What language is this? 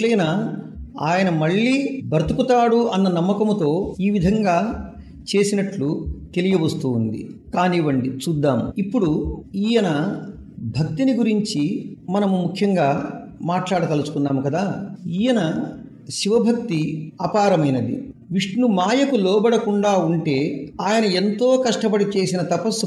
Telugu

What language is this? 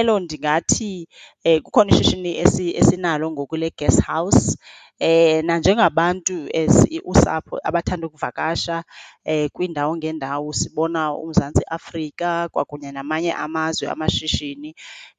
Xhosa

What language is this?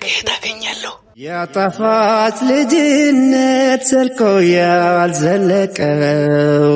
Amharic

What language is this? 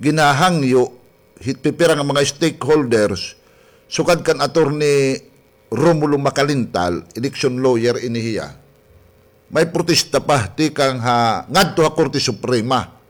Waray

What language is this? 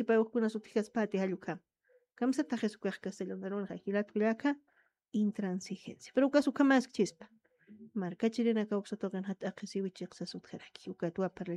Aymara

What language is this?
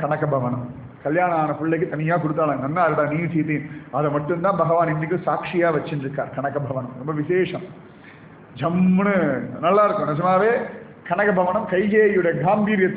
Tamil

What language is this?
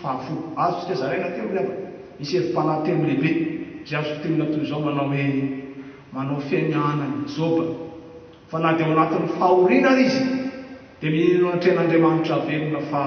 Malagasy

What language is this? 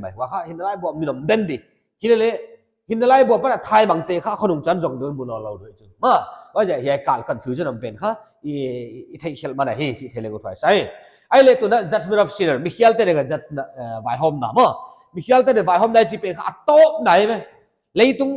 Paite Chin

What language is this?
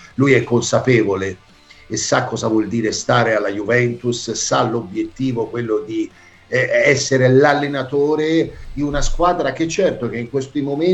Italian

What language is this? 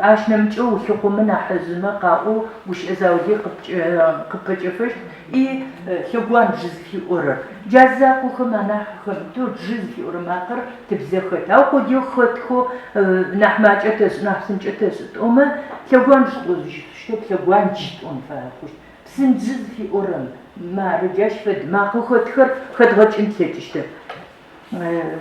Adyghe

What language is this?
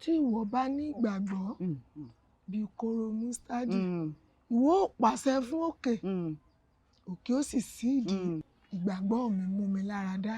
Yoruba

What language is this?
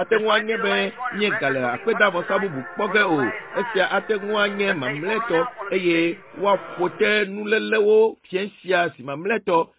Ewe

